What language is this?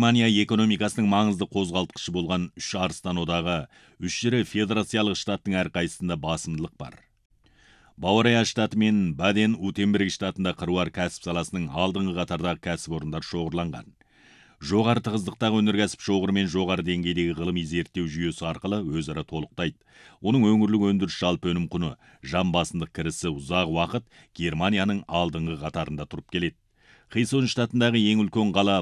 Kazakh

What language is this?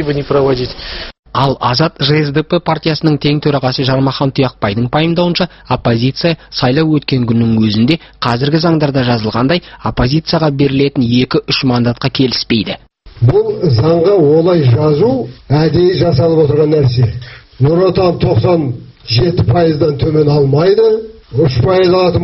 Kazakh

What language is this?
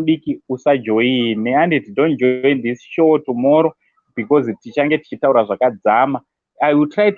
Shona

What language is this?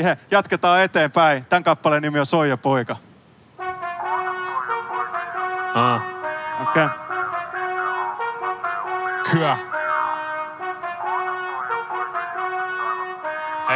Finnish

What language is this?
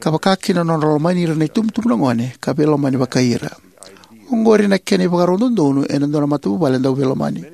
Fijian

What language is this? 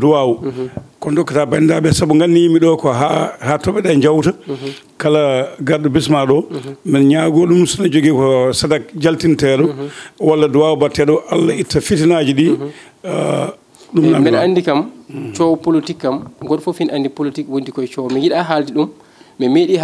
Fula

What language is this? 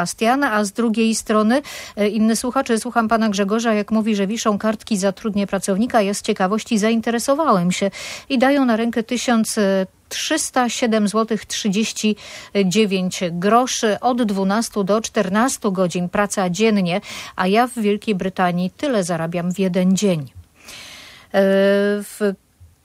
Polish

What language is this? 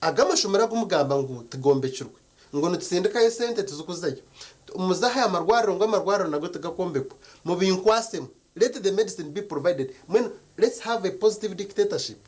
Nyankole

